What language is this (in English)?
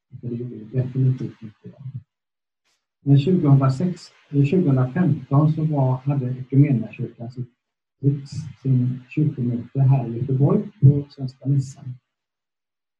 Swedish